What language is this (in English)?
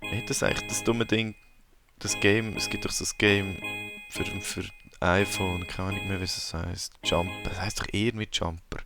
Swiss German